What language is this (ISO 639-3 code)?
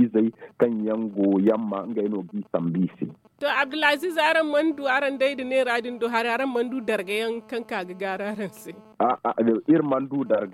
dje